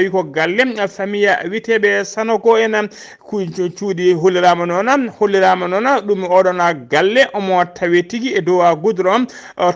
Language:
Fula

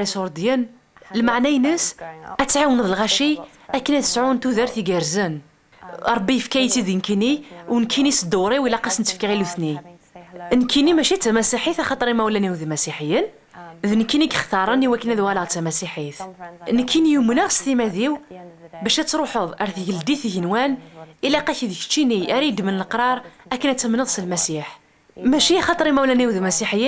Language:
Kabyle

